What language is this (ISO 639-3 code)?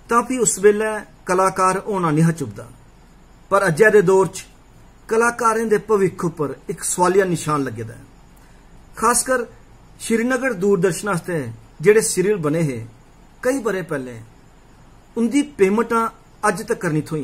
doi